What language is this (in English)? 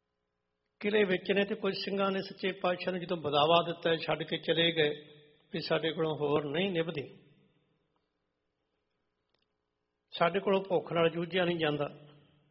Punjabi